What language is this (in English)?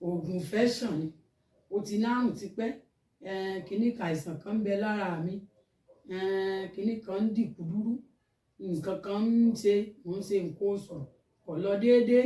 Yoruba